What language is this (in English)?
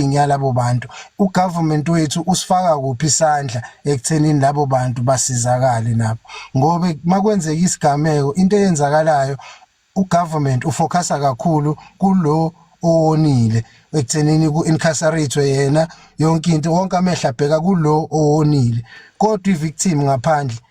Zulu